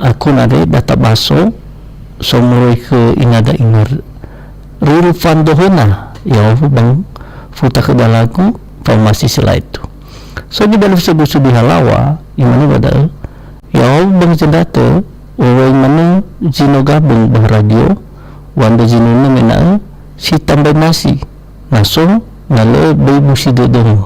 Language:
Nias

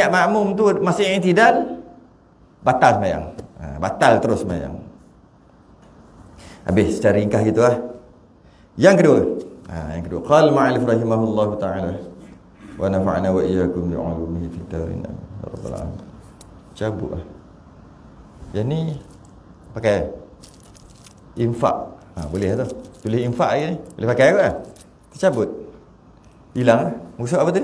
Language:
Malay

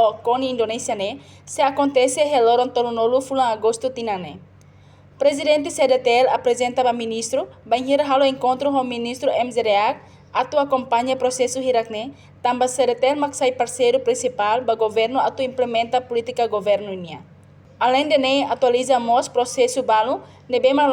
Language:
Tetum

